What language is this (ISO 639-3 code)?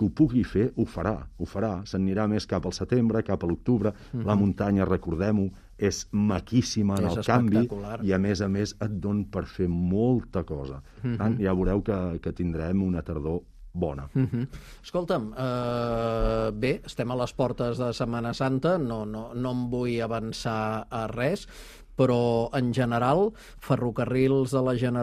cat